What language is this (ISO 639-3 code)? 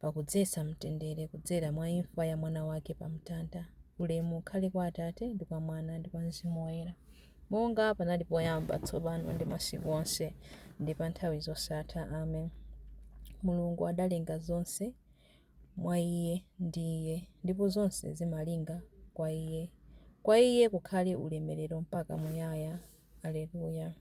nya